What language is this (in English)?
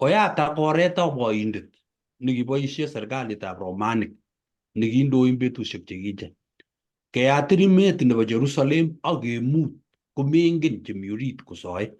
Kalenjin